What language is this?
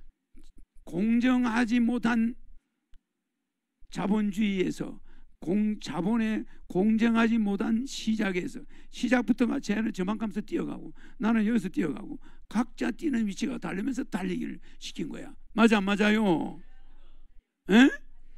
Korean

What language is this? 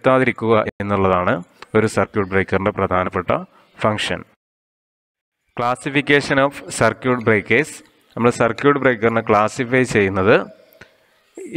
Malayalam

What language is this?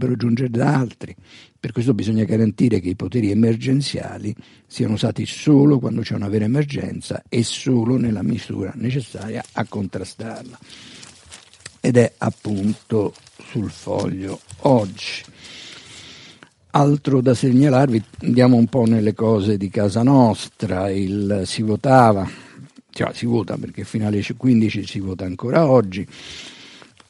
Italian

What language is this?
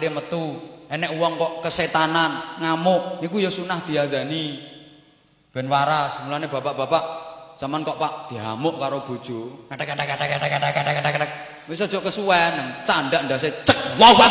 Javanese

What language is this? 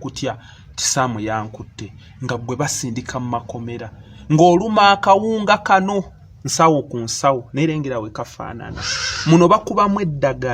Ganda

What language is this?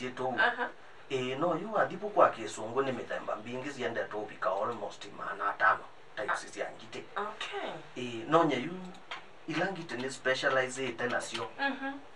Kamba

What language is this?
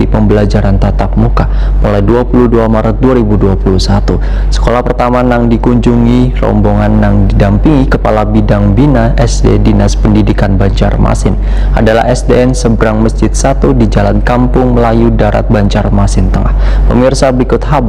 Banjar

